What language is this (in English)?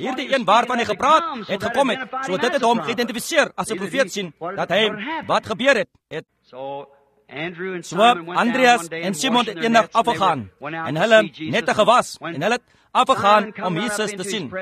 Afrikaans